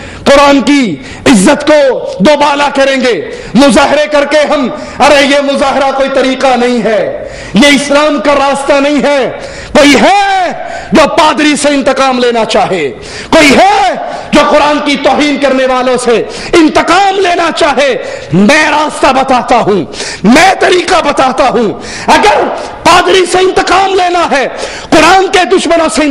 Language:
Urdu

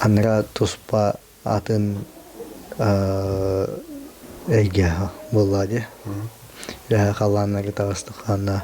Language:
Yakut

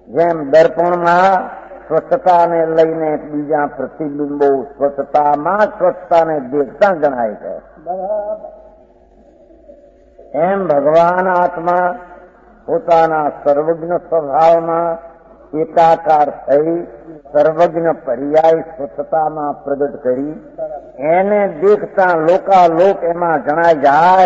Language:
Gujarati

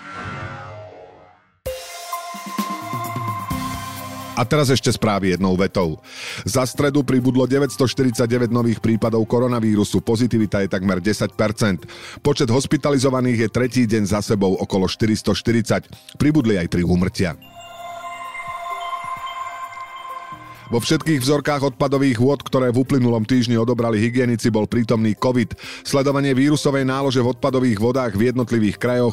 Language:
Slovak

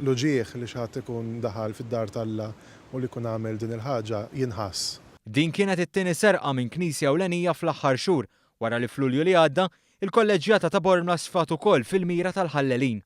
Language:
Maltese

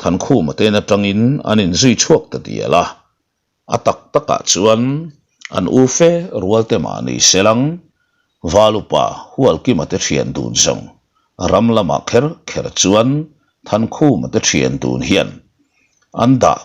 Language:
Mizo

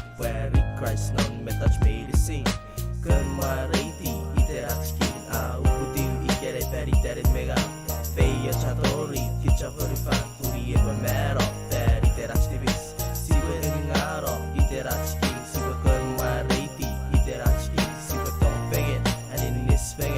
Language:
Pohnpeian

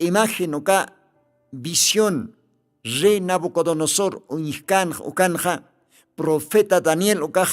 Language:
Aymara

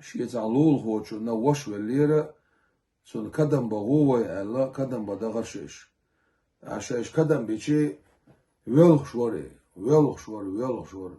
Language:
Chechen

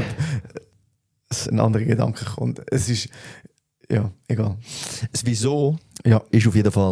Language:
Swiss German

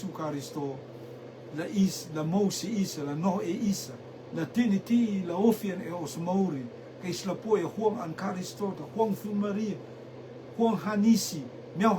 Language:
Rotuman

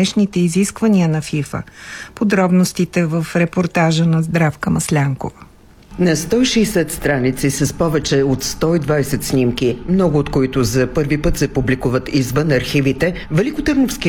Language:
Bulgarian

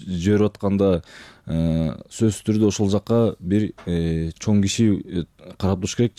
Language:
Kyrgyz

